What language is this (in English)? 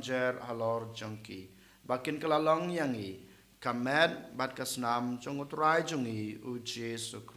Khasi